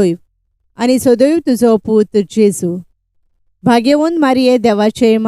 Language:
Konkani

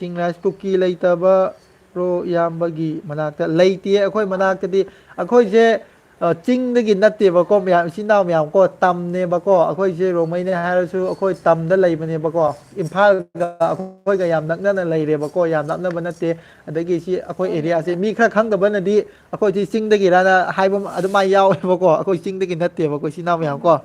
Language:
Manipuri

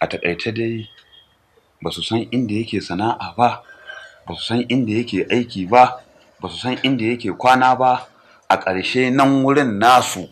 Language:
Hausa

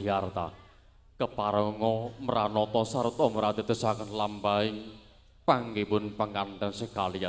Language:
Javanese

